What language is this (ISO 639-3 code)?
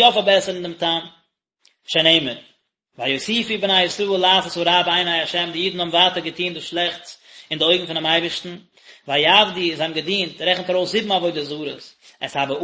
yid